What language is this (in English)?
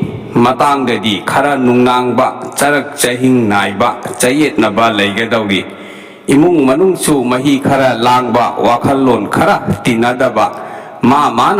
Manipuri